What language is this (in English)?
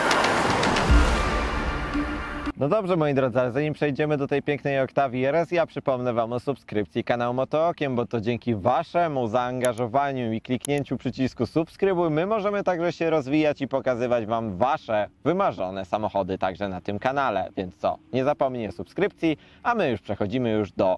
Polish